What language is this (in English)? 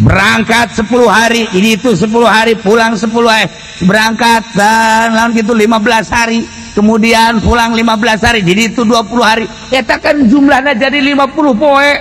Sundanese